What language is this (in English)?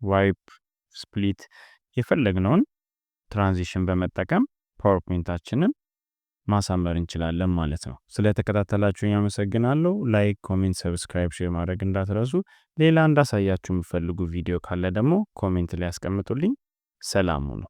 Amharic